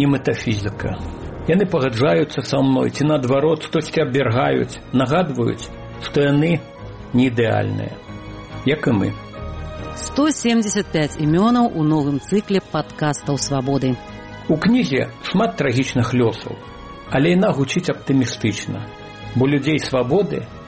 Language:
Belarusian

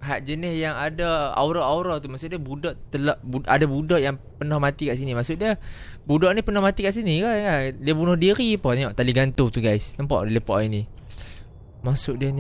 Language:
Malay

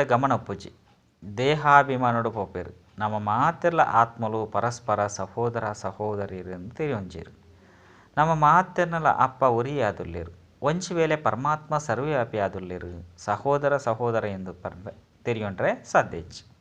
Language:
Tulu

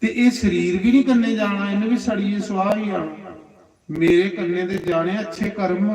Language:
Dogri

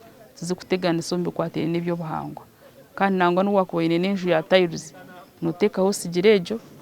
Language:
Nyankole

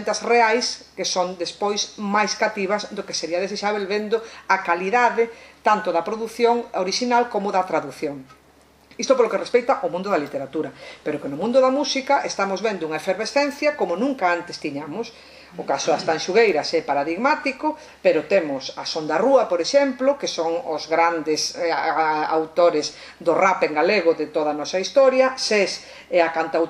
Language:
Galician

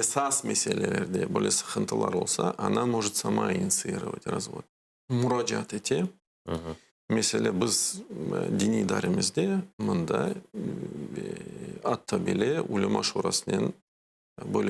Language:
Crimean Tatar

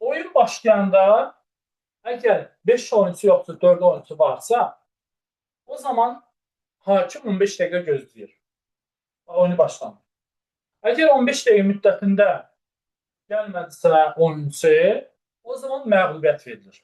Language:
Azerbaijani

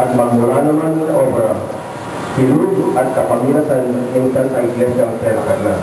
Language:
Pampanga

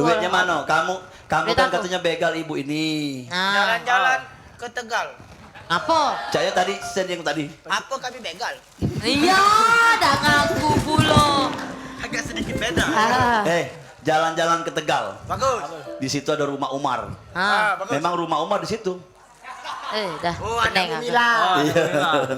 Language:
Musi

